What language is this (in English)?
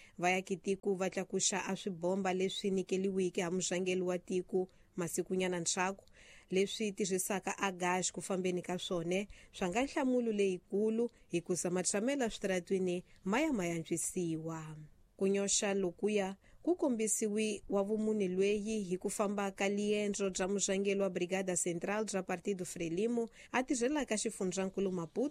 Tsonga